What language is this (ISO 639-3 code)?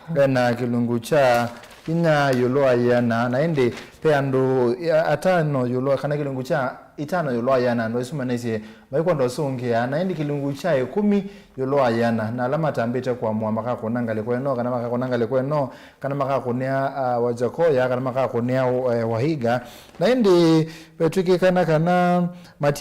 kam